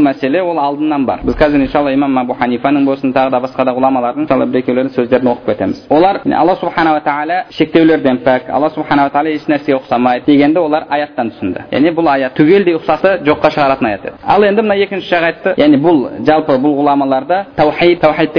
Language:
Kazakh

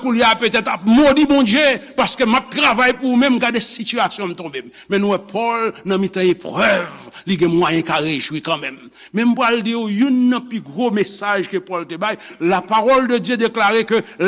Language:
Haitian Creole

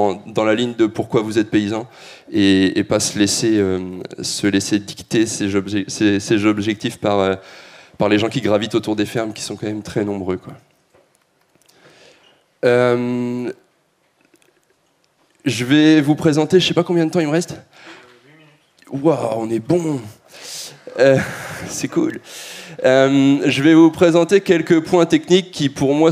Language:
French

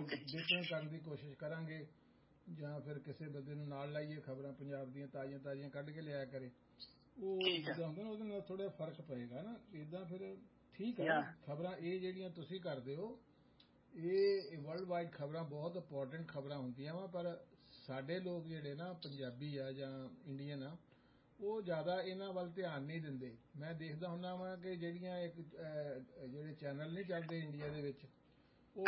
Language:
Punjabi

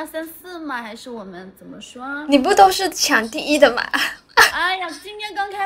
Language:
Chinese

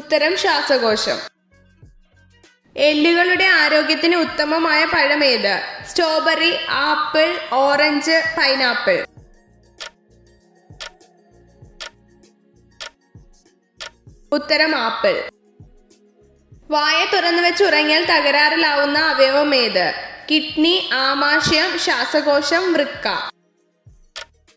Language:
Malayalam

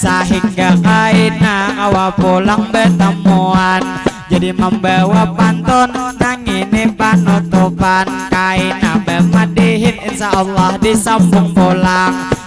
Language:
Banjar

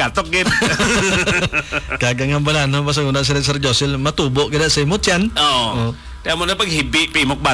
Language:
Hiligaynon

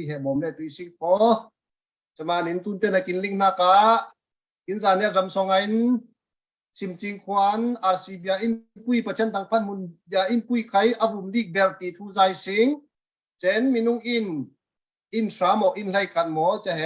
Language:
Falam Chin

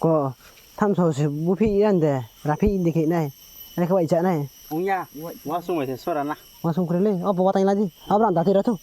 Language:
Riang (India)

